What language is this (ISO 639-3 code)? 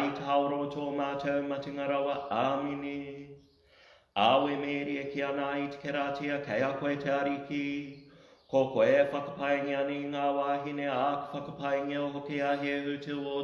mri